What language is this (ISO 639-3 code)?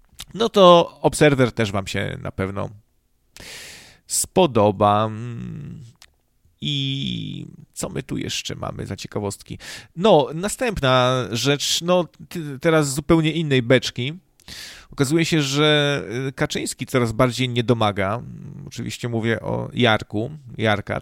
pol